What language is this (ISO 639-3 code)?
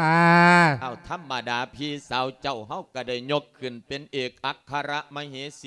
lao